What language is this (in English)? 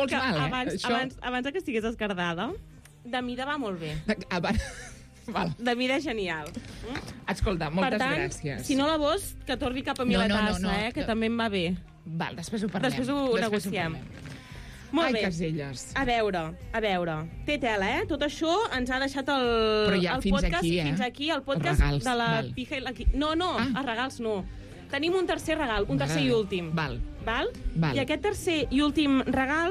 Catalan